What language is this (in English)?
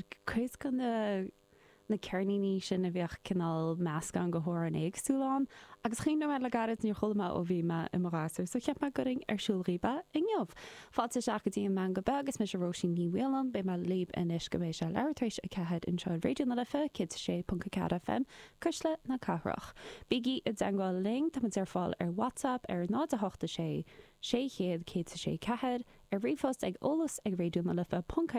Irish